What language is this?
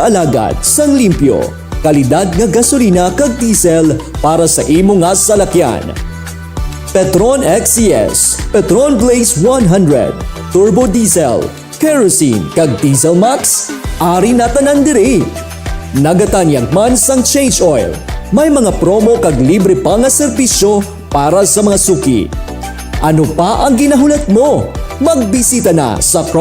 Hiligaynon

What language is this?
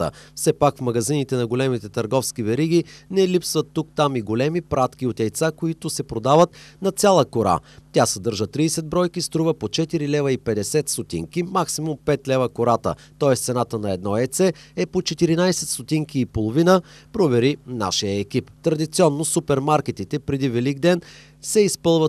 Bulgarian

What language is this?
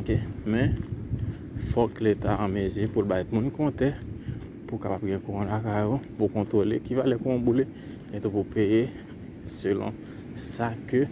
Haitian Creole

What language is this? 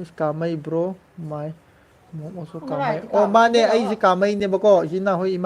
Manipuri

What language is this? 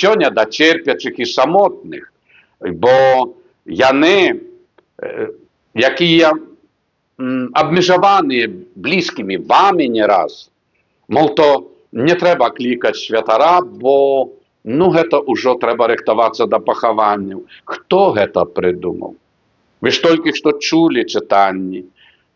Belarusian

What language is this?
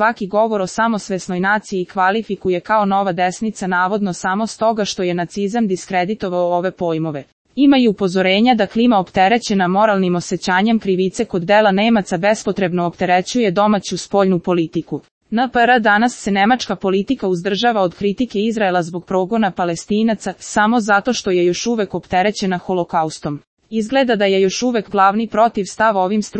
Serbian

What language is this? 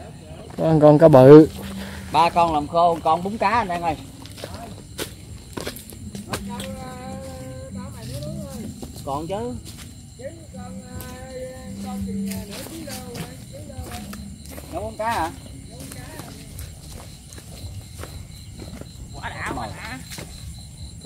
Vietnamese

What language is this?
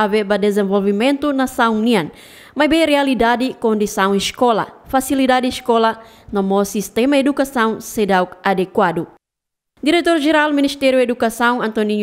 Tetum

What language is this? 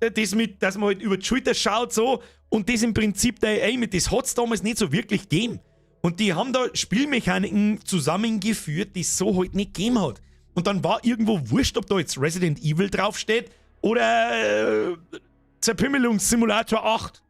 Bavarian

